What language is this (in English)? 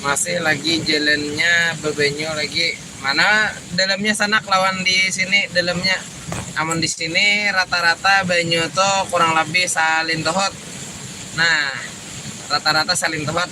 Banjar